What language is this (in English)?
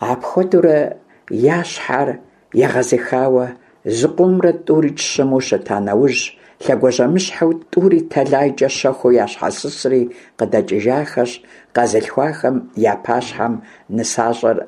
Kabardian